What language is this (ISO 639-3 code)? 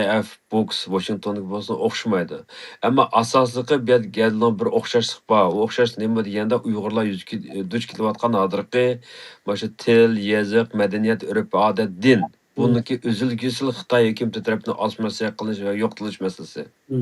uig